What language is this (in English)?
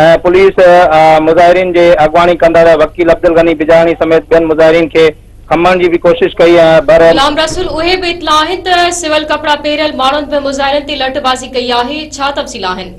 Sindhi